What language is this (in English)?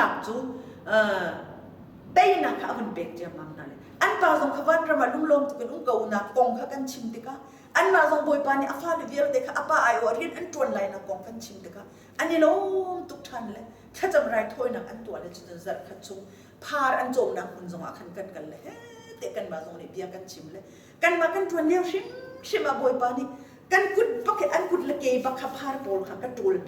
Hakha Chin